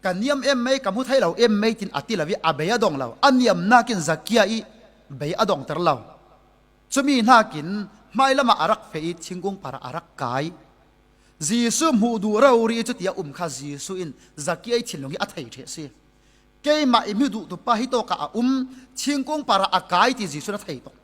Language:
Falam Chin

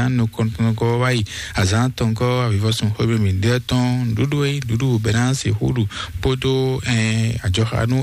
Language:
Fon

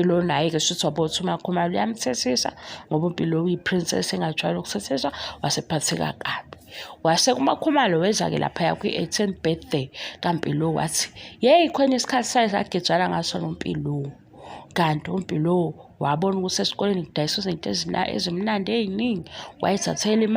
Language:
Zulu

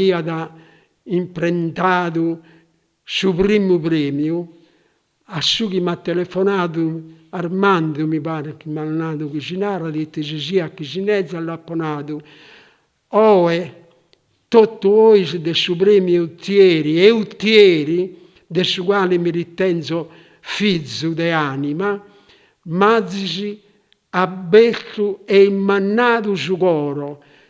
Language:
Sardinian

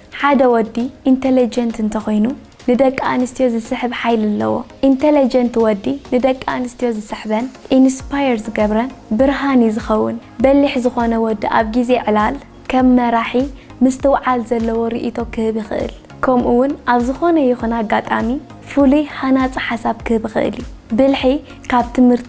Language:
Tigrinya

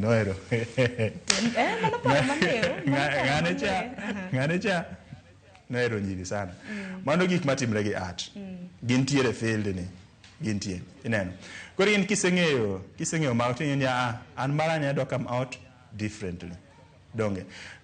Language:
Luo (Kenya and Tanzania)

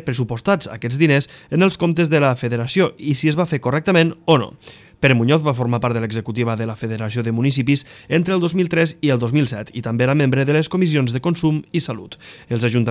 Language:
Catalan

